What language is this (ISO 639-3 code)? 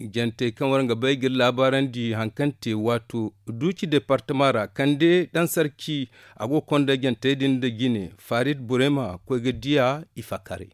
dje